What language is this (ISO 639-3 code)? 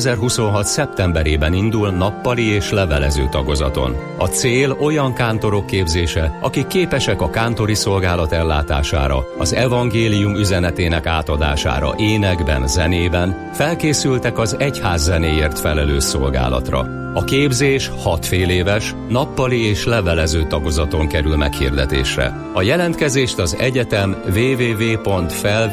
hun